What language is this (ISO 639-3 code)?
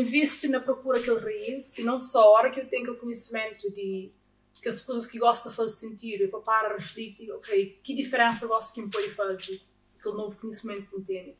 kea